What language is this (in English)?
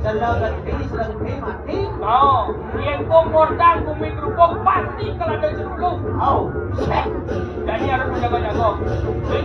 Balinese